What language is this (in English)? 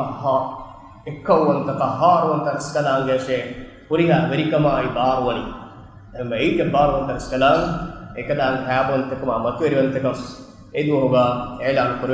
Divehi